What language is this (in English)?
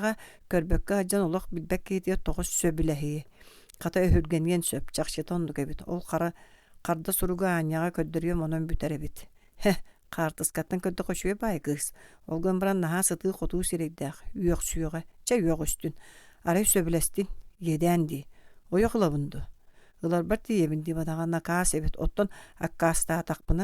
Yakut